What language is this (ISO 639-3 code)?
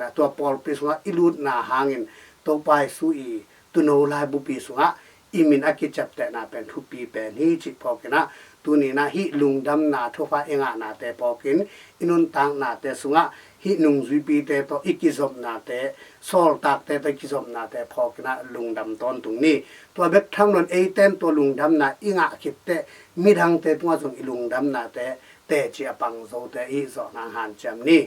ctd